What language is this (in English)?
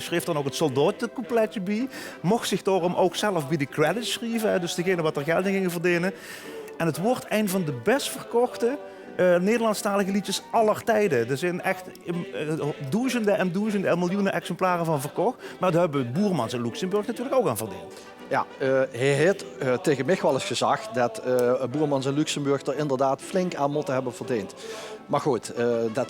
Limburgish